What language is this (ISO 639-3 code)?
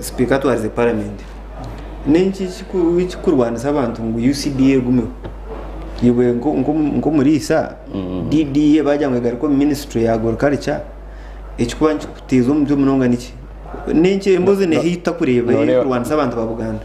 nyn